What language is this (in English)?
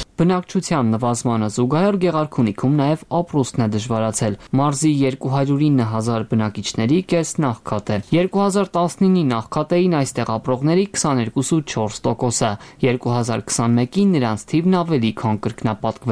Armenian